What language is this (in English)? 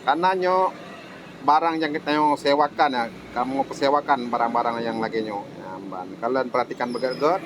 Achinese